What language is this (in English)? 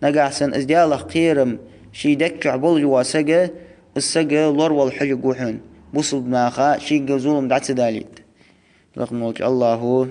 Ingush